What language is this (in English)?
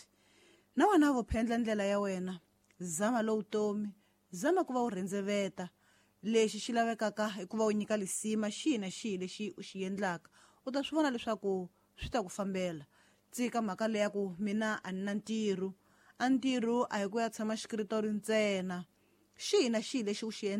Tsonga